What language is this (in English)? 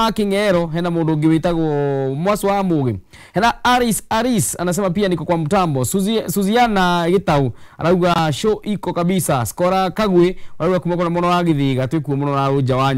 Kikuyu